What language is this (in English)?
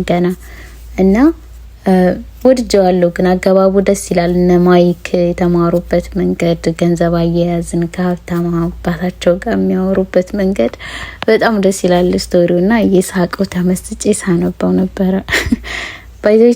Amharic